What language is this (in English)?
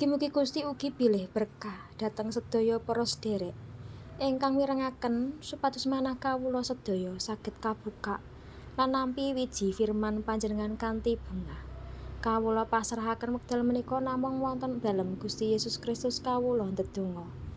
Javanese